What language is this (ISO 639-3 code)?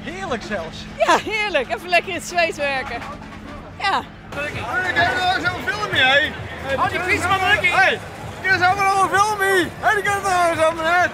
fry